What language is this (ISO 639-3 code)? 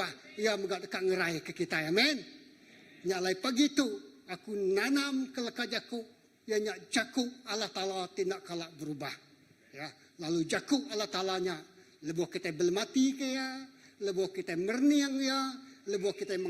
iba